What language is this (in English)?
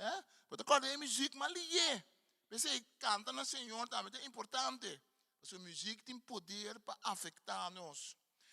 Papiamento